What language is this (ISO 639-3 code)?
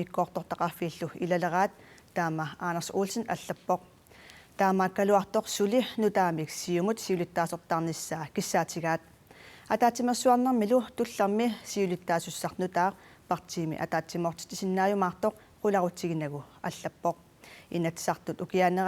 kal